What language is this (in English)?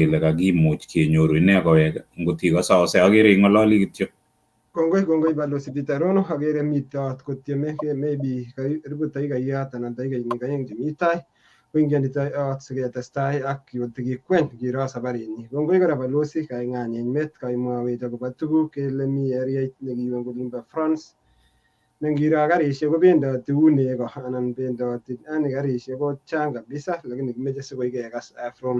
Kalenjin